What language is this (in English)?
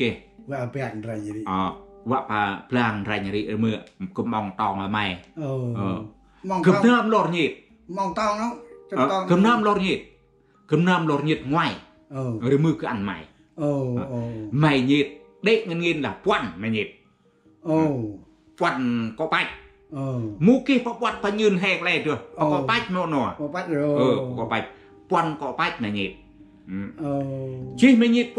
Central Mnong